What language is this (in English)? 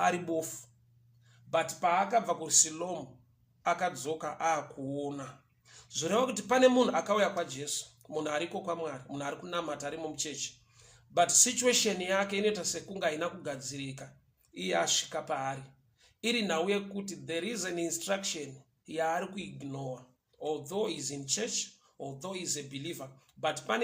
Shona